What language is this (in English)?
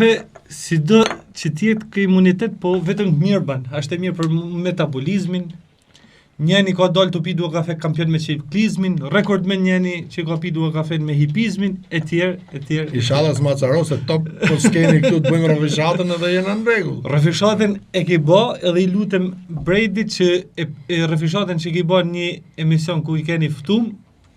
Albanian